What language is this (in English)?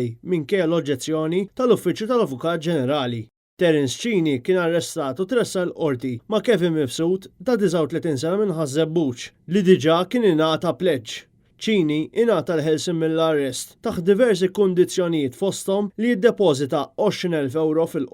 Maltese